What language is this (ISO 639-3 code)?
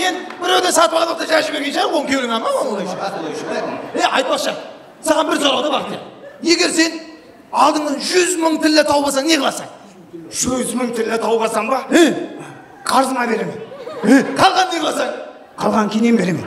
kaa